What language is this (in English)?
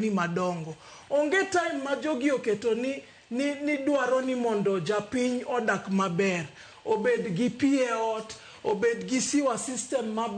Luo (Kenya and Tanzania)